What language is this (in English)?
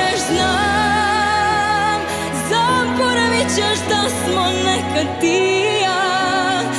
Serbian